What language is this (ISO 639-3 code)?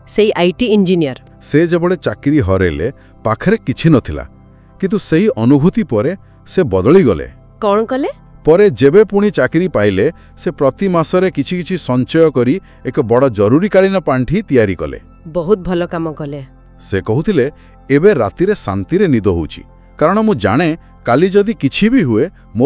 ori